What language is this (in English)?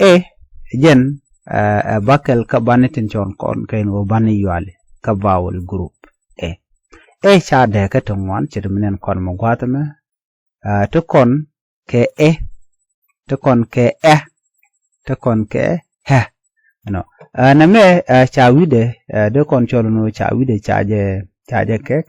Nuer